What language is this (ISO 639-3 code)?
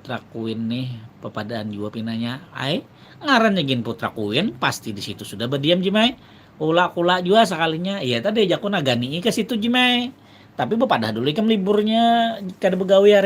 bjn